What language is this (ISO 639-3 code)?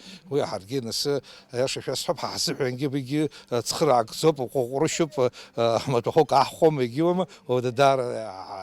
abk